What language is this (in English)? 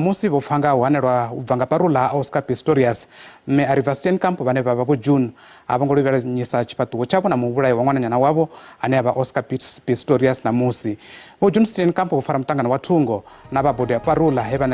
Venda